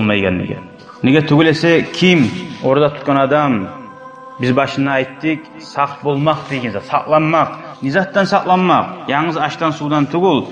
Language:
Kumyk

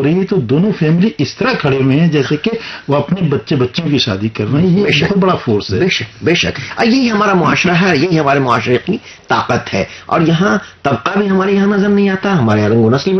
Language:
Urdu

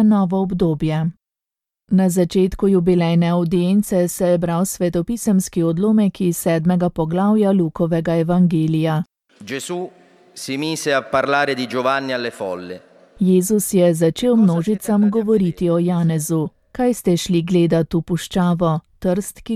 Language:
Slovenian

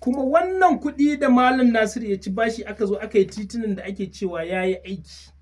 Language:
Hausa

